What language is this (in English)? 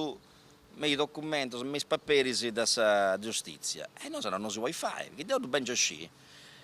Sardinian